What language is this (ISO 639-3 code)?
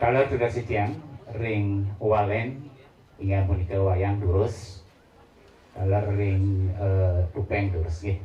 ban